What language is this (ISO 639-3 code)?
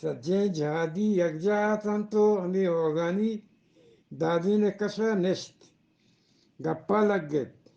bgp